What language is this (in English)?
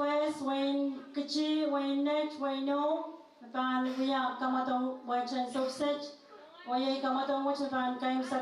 Pohnpeian